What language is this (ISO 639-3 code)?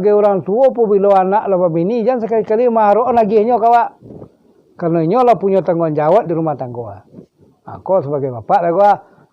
min